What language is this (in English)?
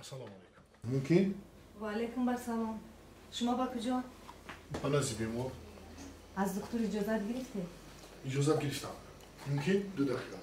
Tajik